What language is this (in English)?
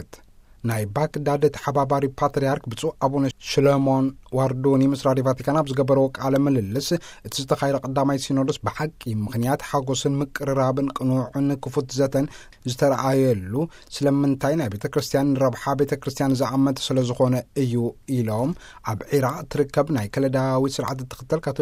Tigrinya